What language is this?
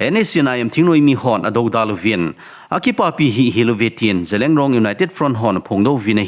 Thado Chin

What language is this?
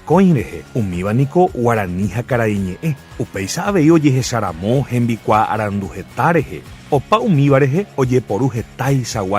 Guarani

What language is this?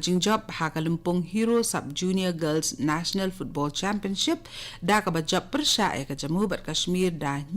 Khasi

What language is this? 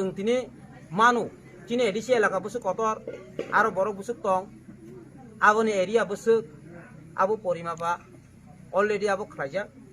Riang (India)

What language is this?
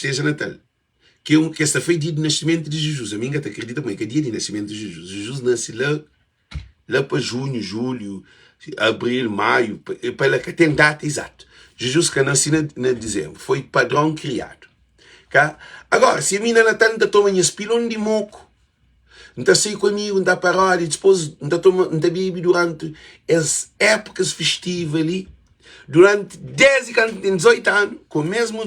Kabuverdianu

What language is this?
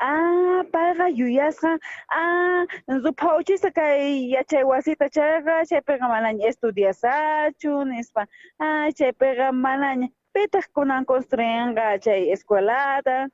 South Bolivian Quechua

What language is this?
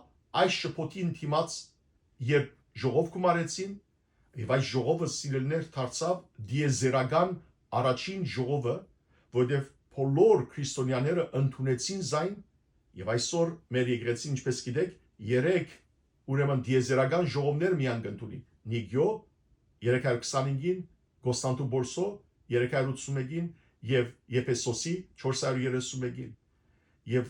Western Armenian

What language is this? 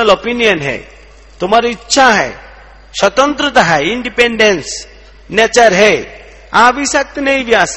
Hindi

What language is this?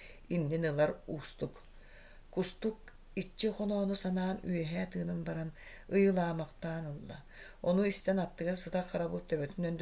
Yakut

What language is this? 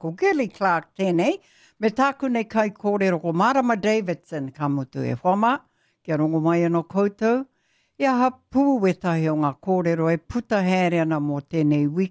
Māori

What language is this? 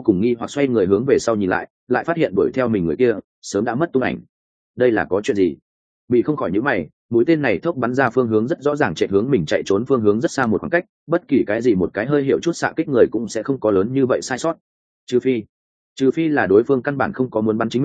Vietnamese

